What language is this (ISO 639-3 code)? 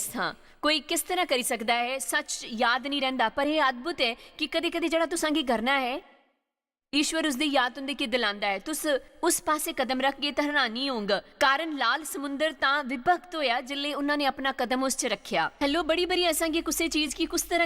doi